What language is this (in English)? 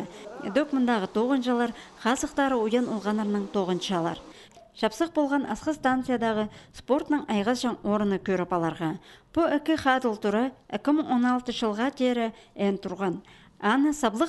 Khakas